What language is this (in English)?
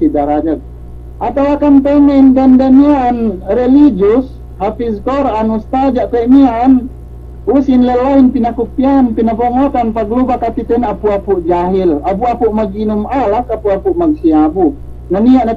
Yakan